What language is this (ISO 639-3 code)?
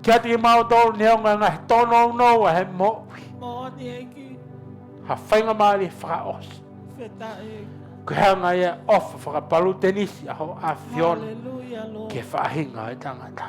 ton